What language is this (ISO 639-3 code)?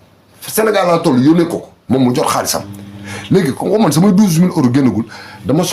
wol